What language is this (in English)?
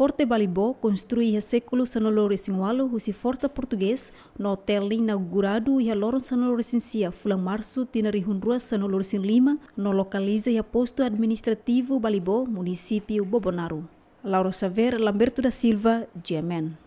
Tetum